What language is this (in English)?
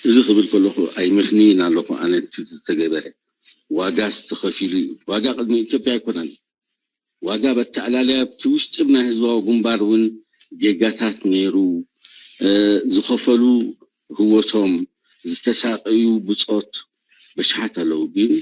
Tigrinya